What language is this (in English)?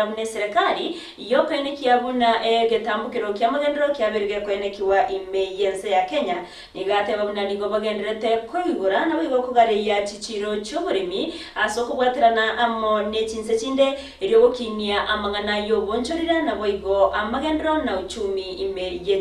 Gusii